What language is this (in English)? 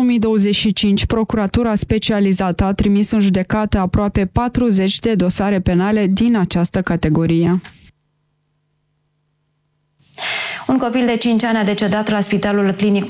Romanian